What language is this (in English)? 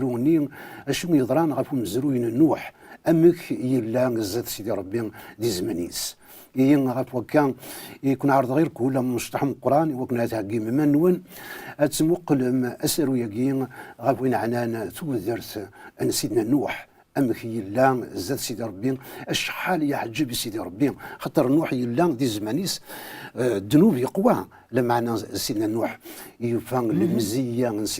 Kabyle